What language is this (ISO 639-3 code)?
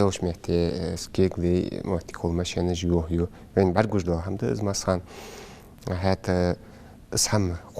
inh